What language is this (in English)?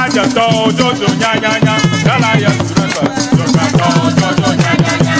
Ewe